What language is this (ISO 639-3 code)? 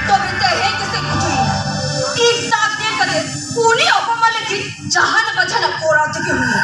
sat